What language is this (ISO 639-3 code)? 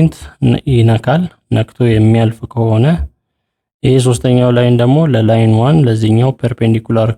amh